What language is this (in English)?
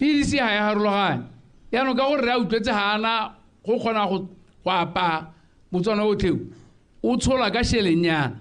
Tswana